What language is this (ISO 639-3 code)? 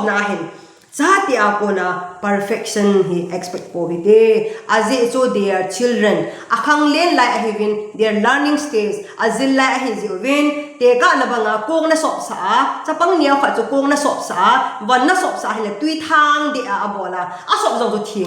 tcz